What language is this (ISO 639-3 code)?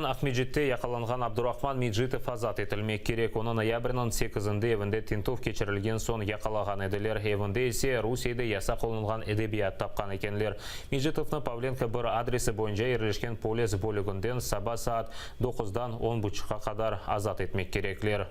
crh